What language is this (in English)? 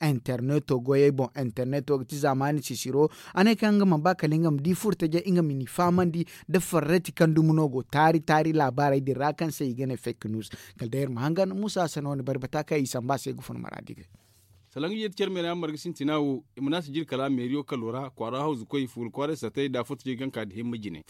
Zarma